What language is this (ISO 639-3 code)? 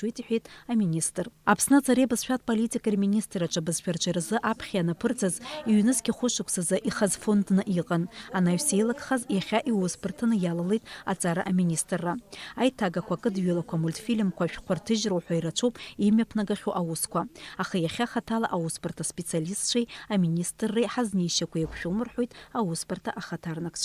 abk